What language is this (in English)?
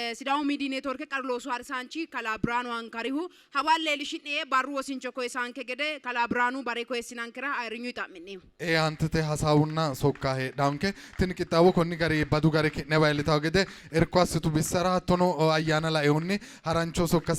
Sidamo